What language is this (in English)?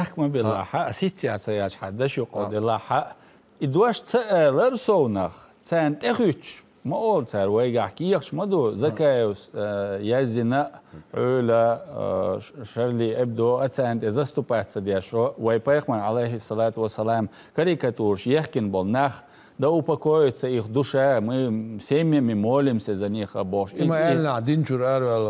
Chechen